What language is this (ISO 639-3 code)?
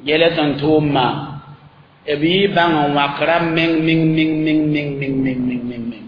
mos